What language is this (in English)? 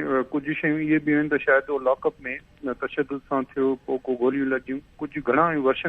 Sindhi